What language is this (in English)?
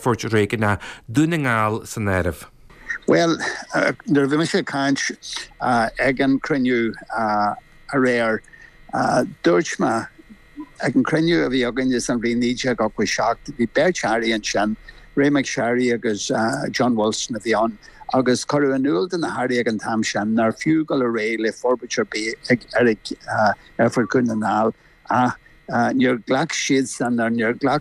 Irish